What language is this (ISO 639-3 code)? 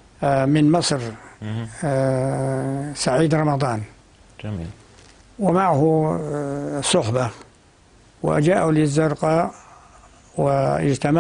apc